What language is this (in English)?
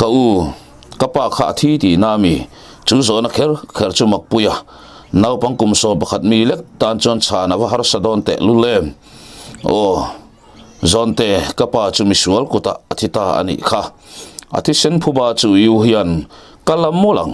Mizo